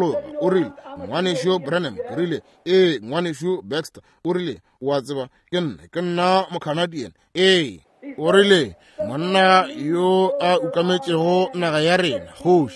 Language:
Northern Sotho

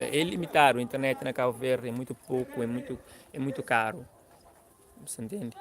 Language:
Kabuverdianu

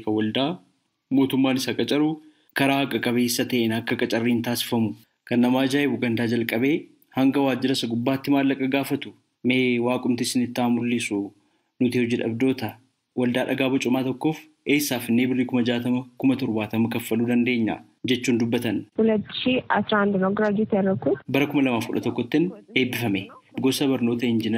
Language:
Oromo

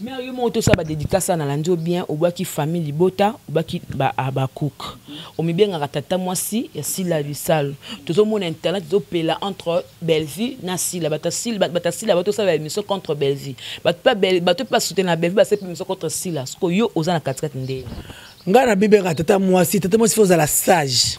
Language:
Lingala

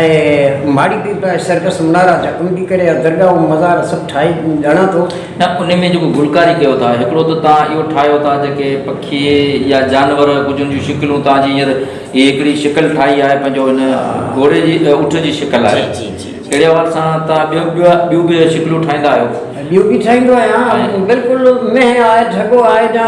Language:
Sindhi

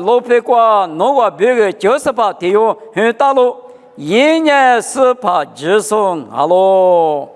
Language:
Lisu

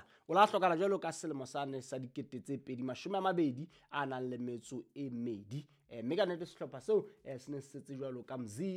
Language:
Southern Sotho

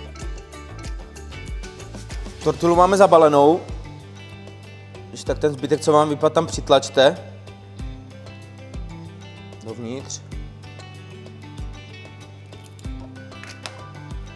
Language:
Czech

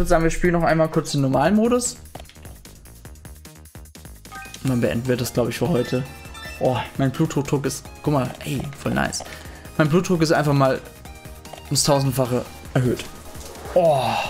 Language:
German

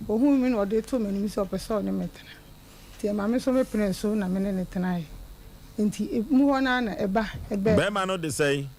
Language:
Akan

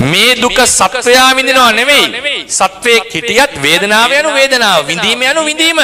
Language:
Sinhala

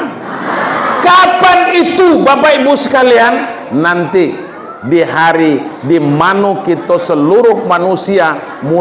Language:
Minangkabau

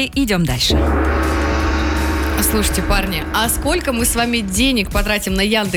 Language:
Russian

